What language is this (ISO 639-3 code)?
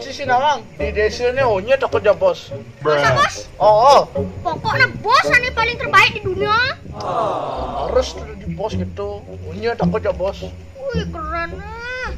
ban